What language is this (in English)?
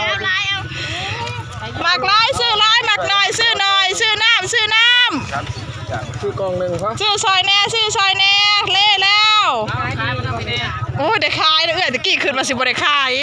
Lao